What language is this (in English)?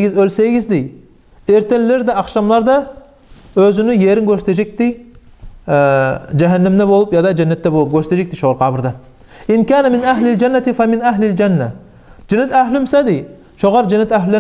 Kumyk